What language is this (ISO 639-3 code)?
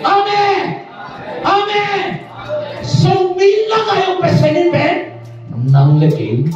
ctd